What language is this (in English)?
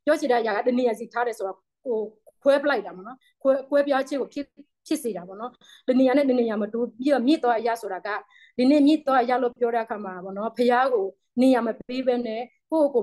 Burmese